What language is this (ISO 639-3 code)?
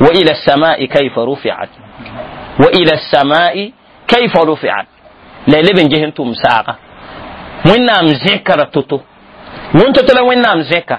mos